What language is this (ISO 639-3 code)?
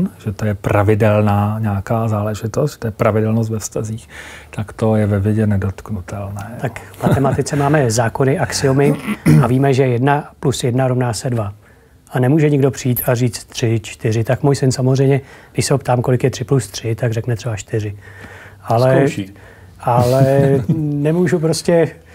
ces